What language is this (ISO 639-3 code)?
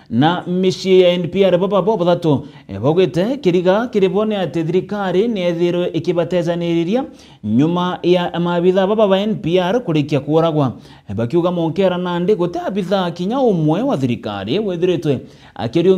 mer